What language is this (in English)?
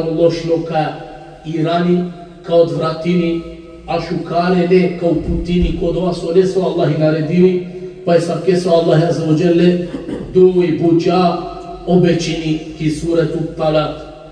Balkan Romani